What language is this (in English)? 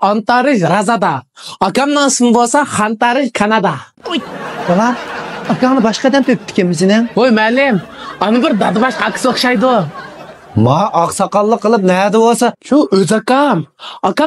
Uyghur